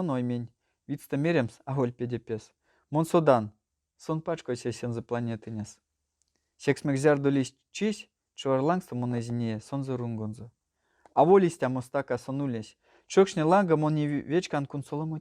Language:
Erzya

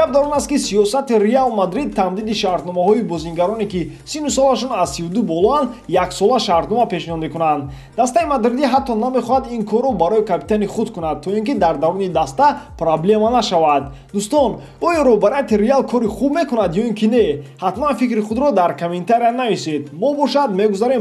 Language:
Tajik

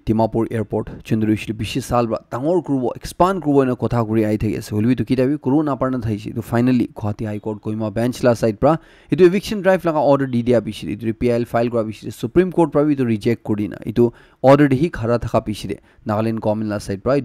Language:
Naga Pidgin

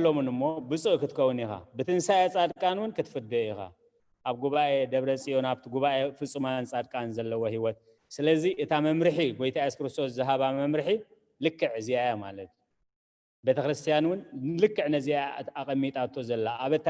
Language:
Tigrinya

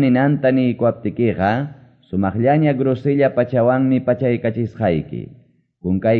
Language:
Quechua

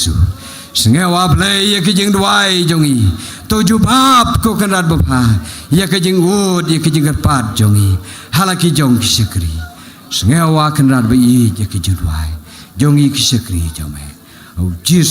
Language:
Khasi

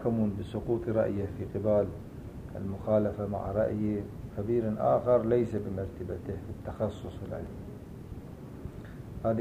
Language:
Arabic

